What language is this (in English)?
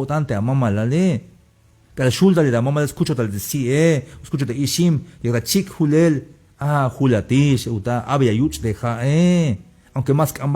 Tzeltal